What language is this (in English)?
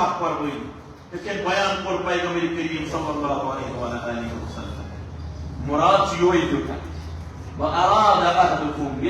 Kashmiri